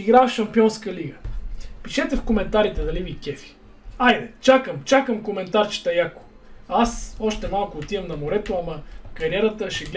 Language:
Bulgarian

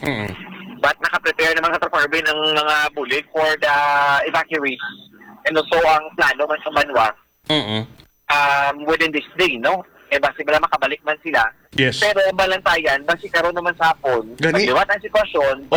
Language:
Hiligaynon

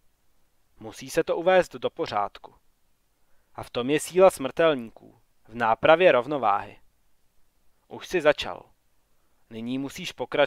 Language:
Czech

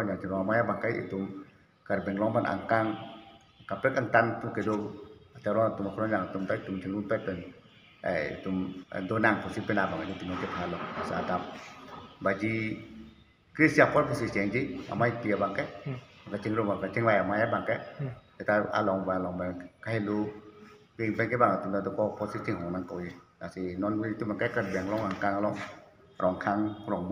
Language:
Karbi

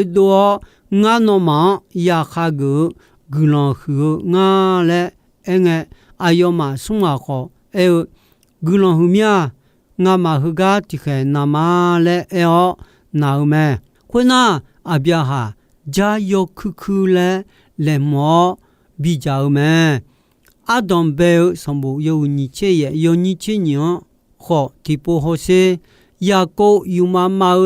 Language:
Akha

